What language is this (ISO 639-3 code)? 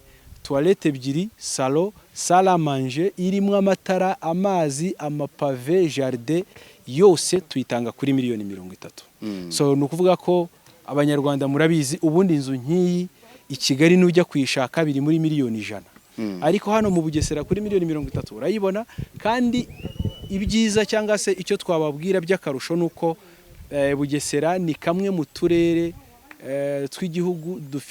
kin